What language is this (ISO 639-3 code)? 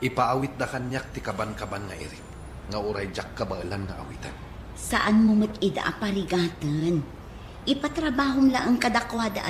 ilo